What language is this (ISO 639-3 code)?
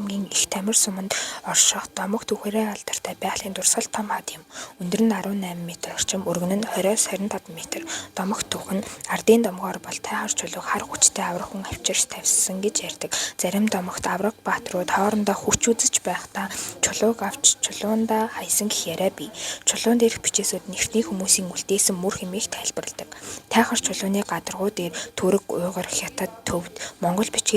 mon